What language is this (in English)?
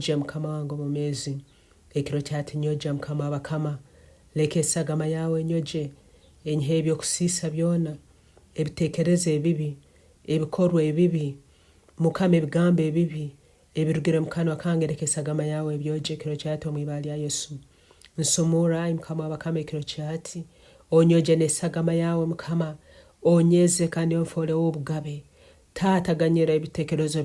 Nyankole